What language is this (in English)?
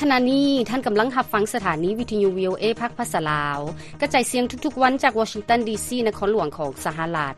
Lao